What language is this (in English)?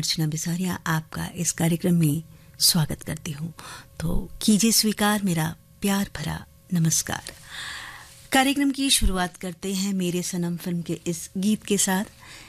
Hindi